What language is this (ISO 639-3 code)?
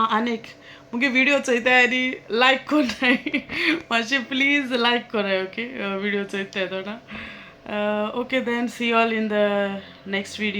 kok